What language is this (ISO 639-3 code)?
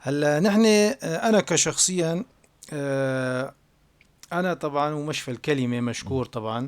apc